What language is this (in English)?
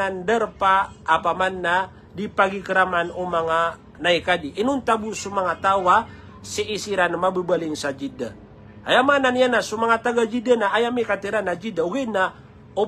Maranao